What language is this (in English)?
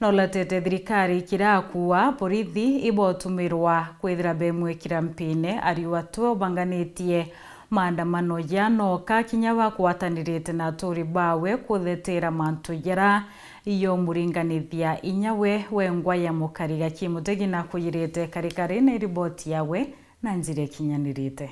Meru